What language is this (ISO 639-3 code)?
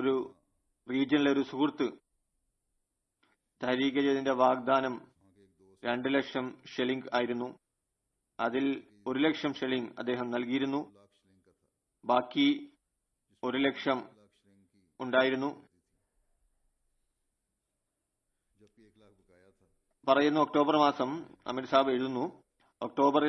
mal